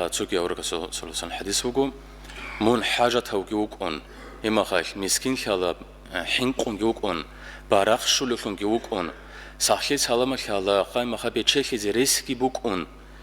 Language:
Avaric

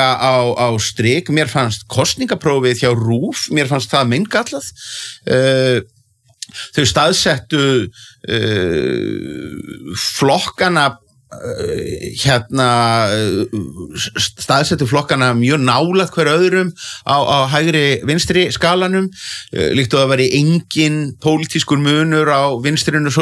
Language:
Icelandic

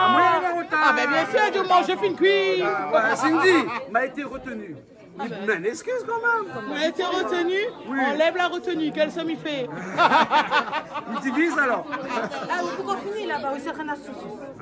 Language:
Réunion Creole French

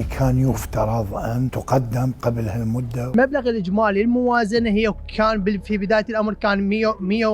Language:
Mesopotamian Arabic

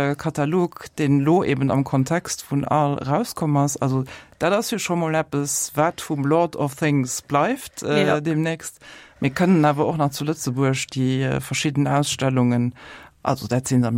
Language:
Luxembourgish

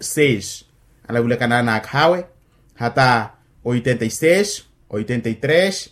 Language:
Makhuwa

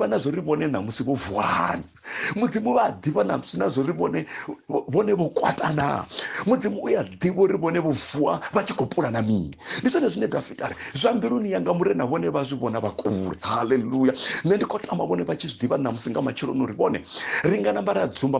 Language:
Venda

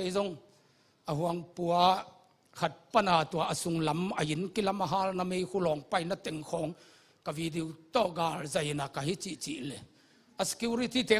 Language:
Tedim Chin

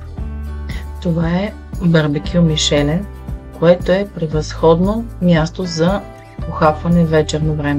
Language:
Bulgarian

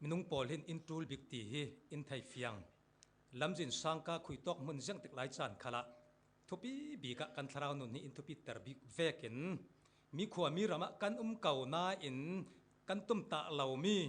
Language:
Falam Chin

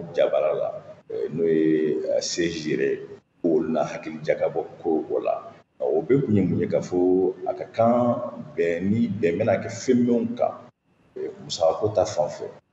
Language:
Bambara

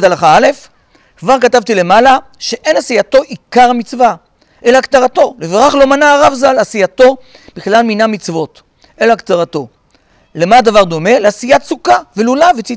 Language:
Hebrew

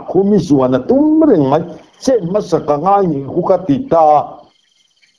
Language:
Mizo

